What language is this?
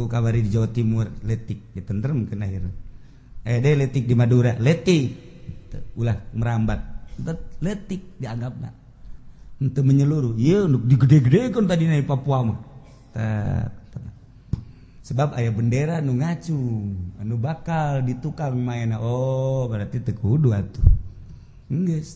Sundanese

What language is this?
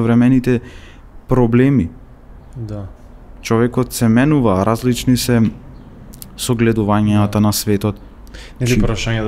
Macedonian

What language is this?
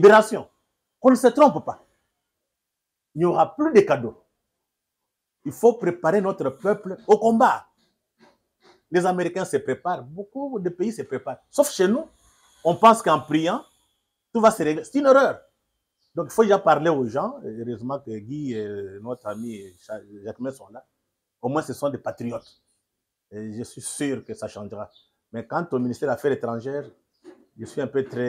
French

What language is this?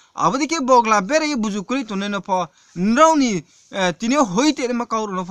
Riang (India)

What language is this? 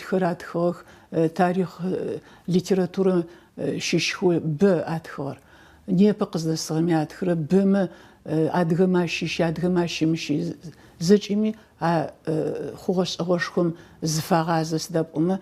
Adyghe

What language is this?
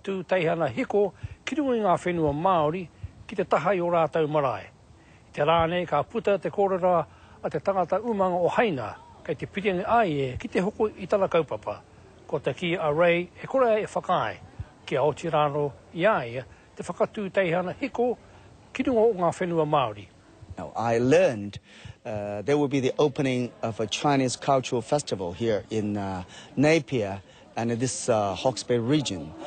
Māori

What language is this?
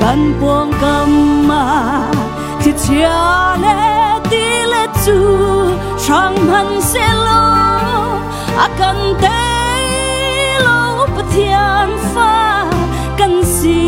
Hakha Chin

